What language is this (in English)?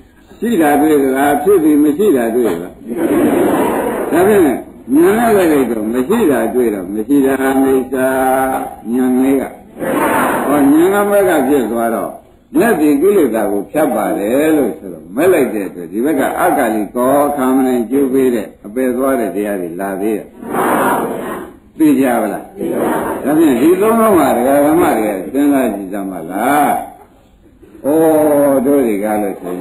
Burmese